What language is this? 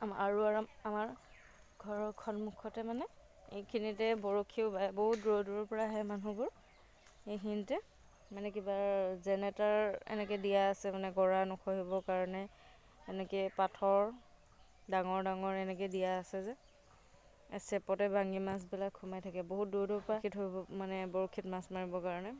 Assamese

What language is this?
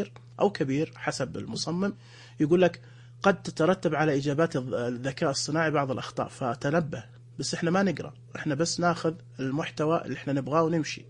Najdi Arabic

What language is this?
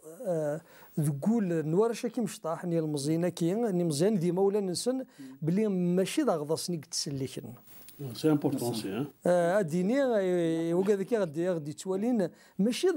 Kabyle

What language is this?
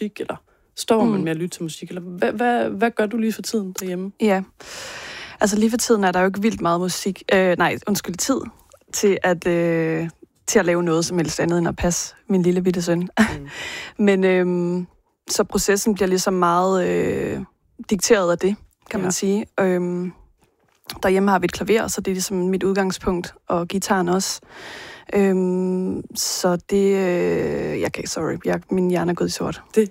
Danish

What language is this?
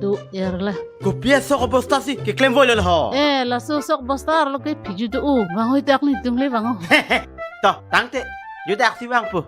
Karbi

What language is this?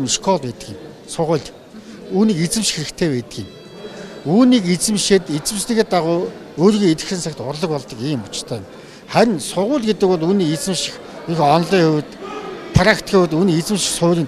Mongolian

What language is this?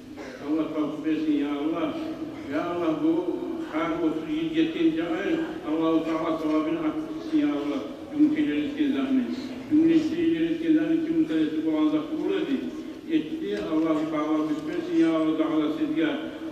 Kumyk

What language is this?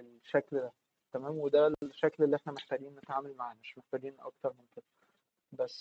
Egyptian Arabic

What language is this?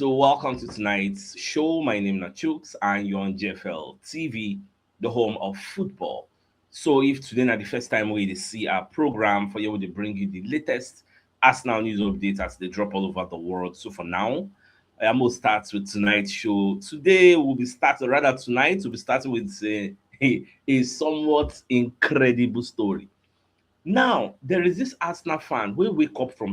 Nigerian Pidgin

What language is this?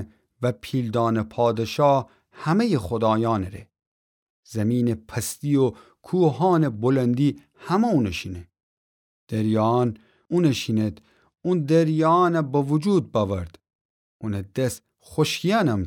Gilaki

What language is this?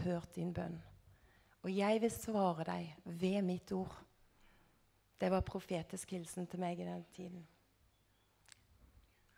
Norwegian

